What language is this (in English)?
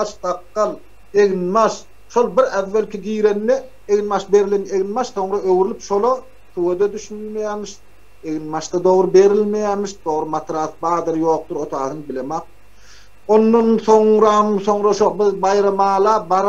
Turkmen